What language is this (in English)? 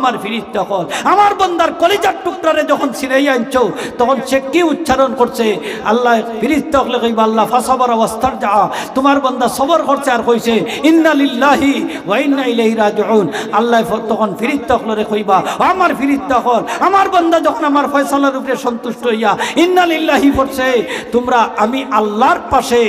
Sylheti